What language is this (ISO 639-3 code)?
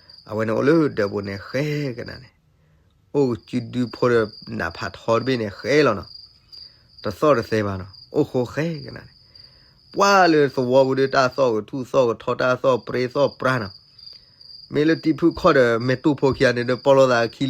ksw